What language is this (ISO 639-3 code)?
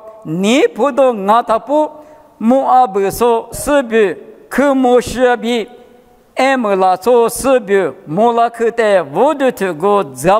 lis